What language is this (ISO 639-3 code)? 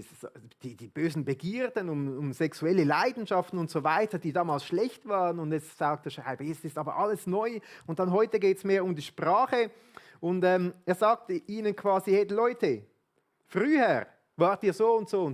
gsw